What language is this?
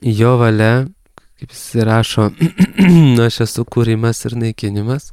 Lithuanian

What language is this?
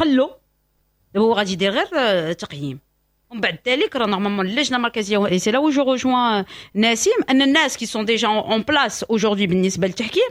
Moroccan Arabic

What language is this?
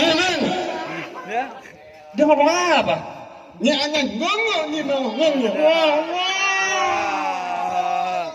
Betawi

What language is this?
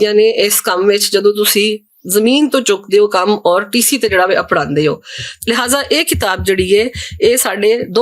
Western Panjabi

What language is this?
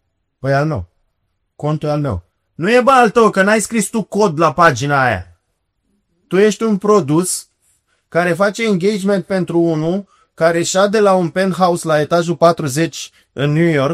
Romanian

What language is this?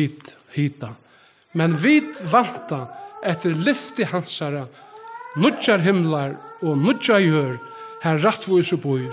Faroese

